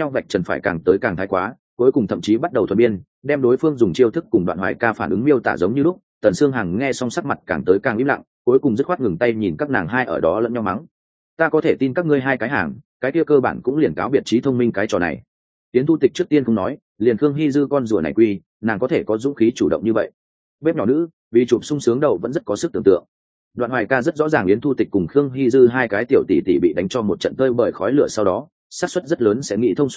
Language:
Vietnamese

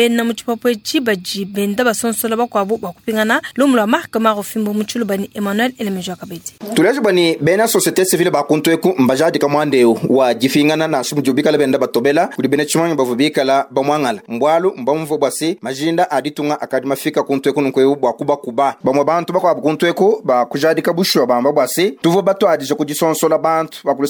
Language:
Luba-Lulua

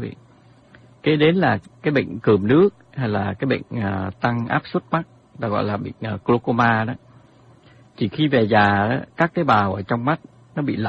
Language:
Vietnamese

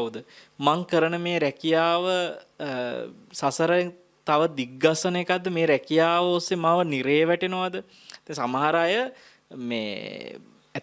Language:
Sinhala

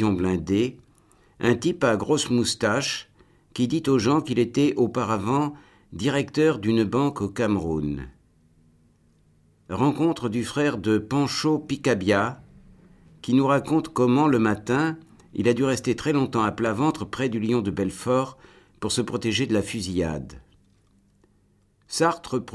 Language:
French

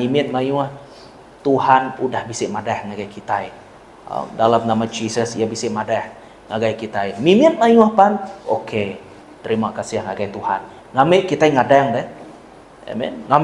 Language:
Iban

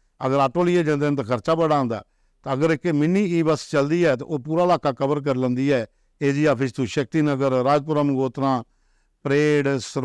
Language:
Dogri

